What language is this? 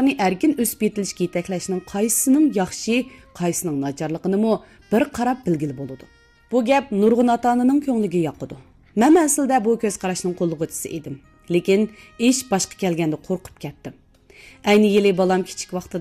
Uyghur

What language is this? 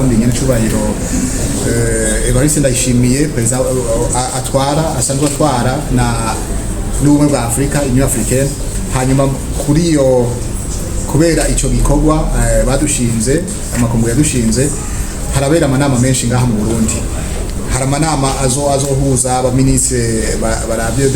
Rundi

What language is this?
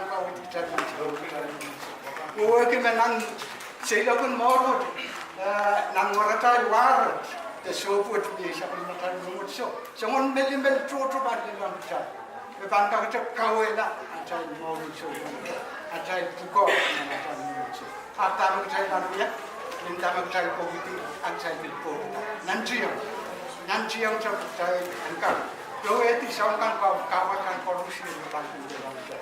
Pohnpeian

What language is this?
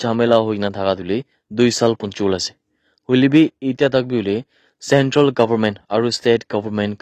Naga Pidgin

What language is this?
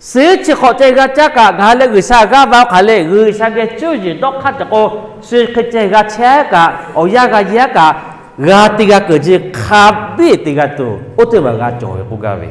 Lahu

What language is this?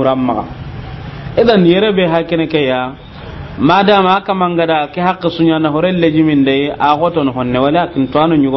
Soninke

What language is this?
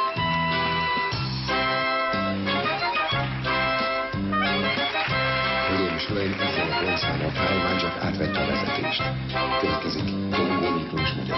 Hungarian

